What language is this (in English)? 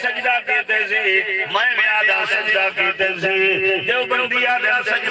Saraiki